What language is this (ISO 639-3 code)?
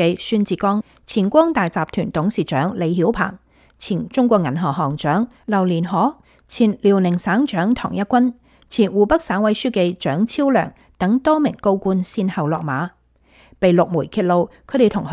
yue